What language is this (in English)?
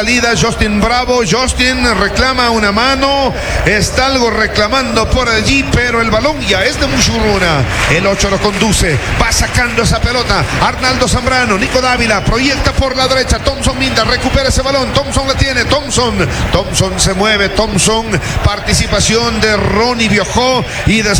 Spanish